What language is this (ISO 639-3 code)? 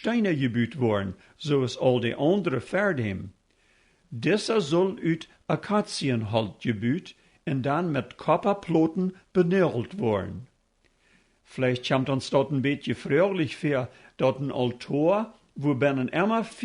pdt